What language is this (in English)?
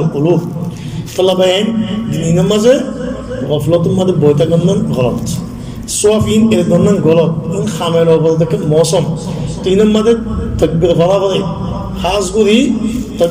Rohingya